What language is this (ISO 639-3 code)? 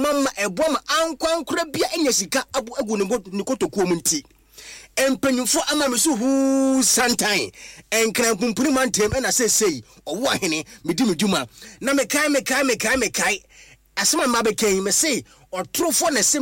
aka